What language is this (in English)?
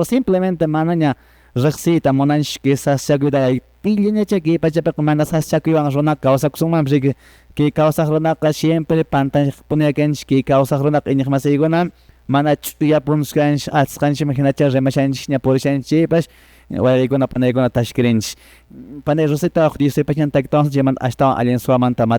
Quechua